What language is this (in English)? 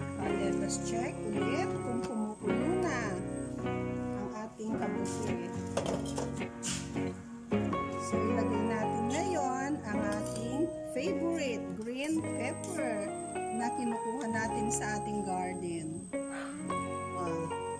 Filipino